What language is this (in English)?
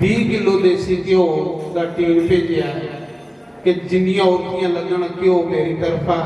Dogri